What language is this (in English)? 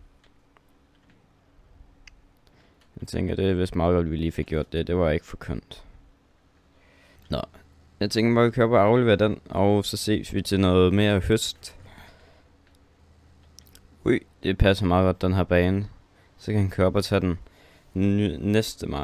Danish